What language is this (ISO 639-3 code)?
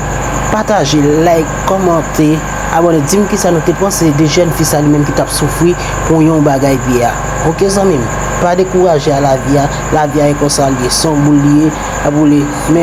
hat